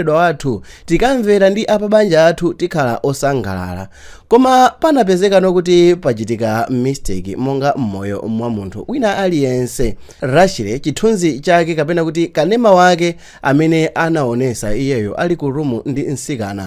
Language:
Nyanja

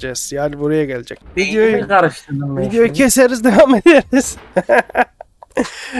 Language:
Turkish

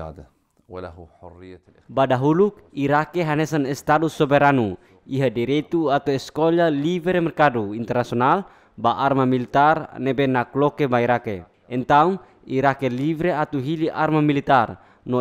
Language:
Tetum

